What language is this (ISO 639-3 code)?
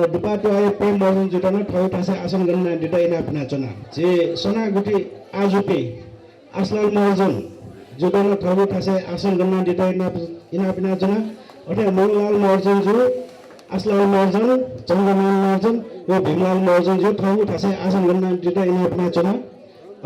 new